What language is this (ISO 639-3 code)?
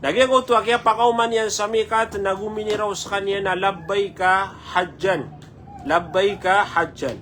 mrw